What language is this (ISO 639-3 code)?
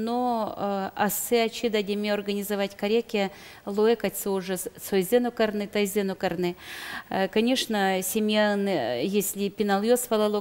udm